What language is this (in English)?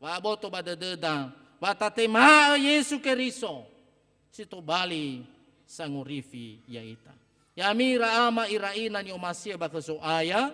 Nias